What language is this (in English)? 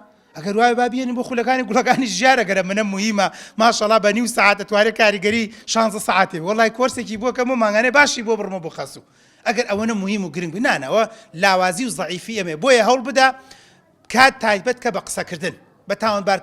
Central Kurdish